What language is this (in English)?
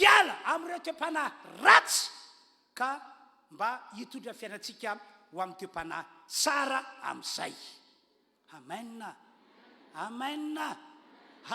Malagasy